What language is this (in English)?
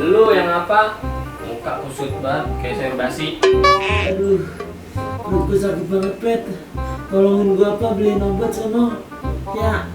Betawi